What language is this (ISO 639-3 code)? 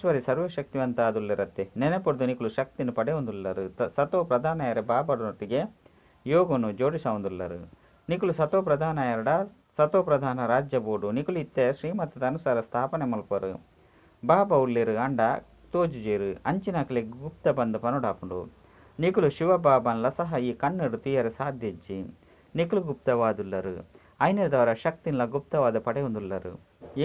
tcy